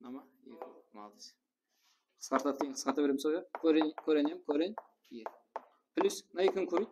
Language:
Kara-Kalpak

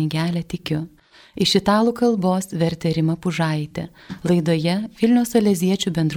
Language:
Lithuanian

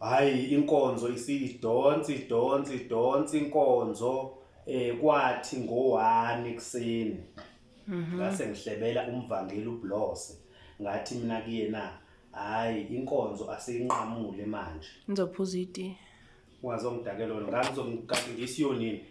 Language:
Zulu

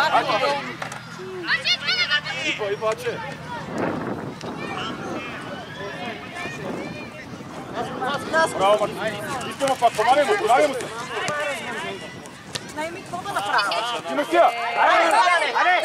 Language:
Bulgarian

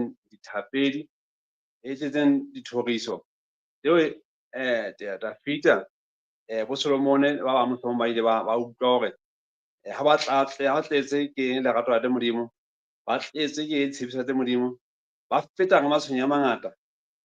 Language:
Southern Sotho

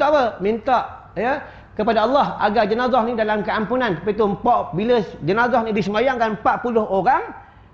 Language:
Malay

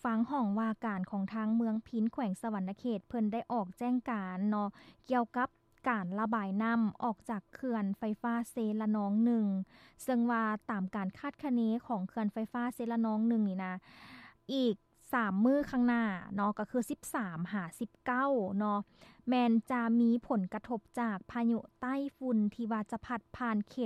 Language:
Lao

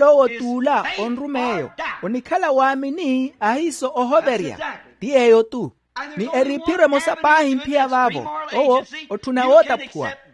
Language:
Makhuwa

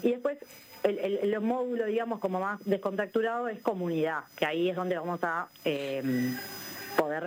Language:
Spanish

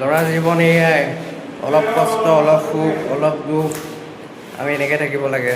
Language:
Assamese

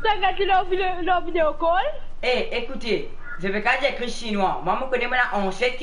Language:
Morisyen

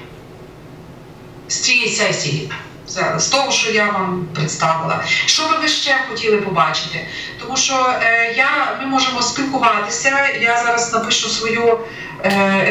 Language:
Ukrainian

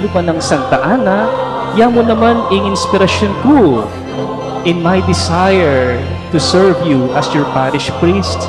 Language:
Pampanga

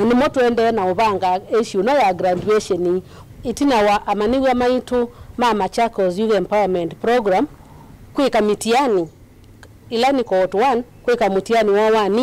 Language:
Kamba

